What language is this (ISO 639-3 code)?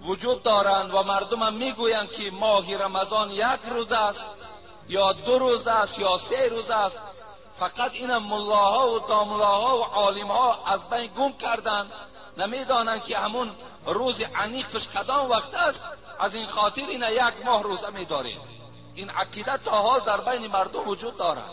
tgk